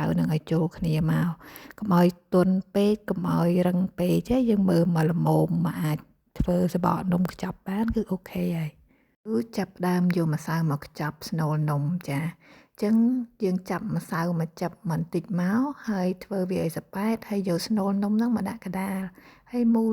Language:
Khmer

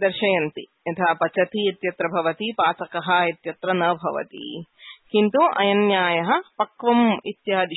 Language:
Sanskrit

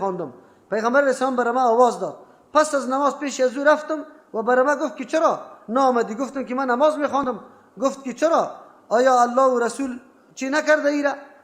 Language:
Persian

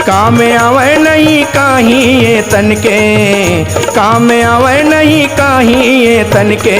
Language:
Chhattisgarhi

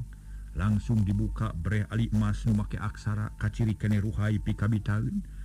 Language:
Sundanese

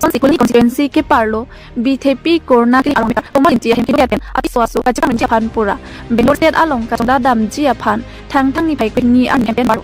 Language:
Karbi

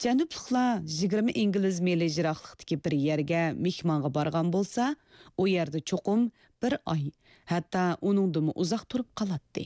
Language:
Uyghur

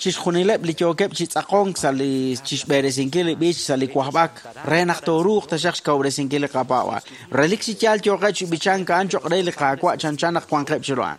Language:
Kekchí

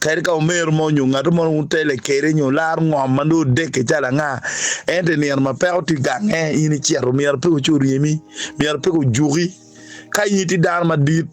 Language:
Acoli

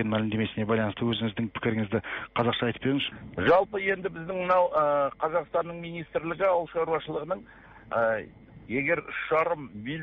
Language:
Kazakh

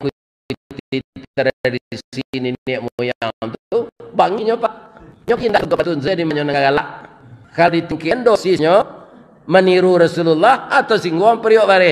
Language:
Minangkabau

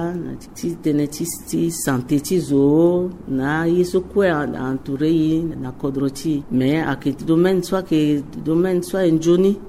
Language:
Sango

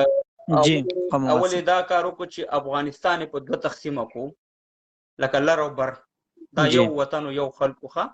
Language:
Pashto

